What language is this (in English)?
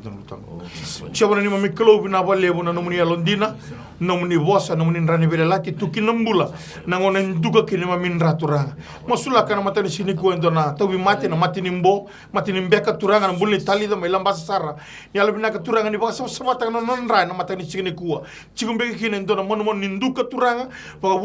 Fijian